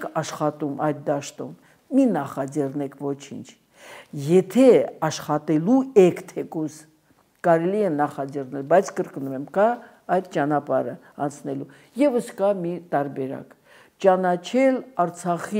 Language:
Armenian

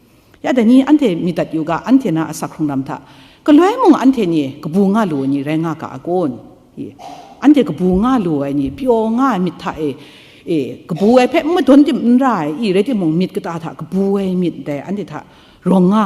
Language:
Kachin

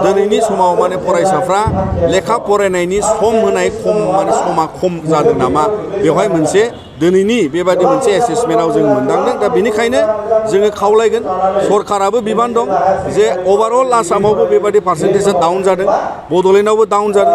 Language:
Bodo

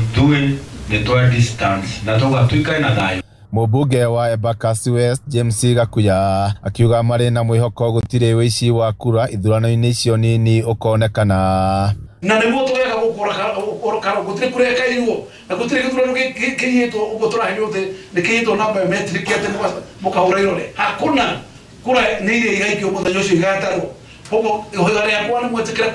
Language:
Kikuyu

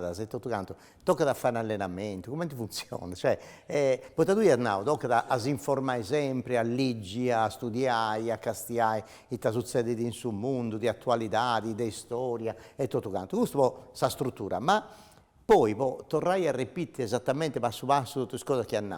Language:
Sardinian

